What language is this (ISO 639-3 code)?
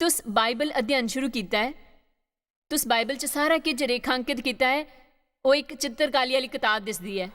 doi